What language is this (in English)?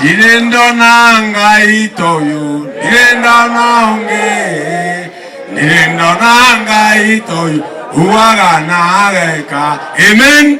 Meru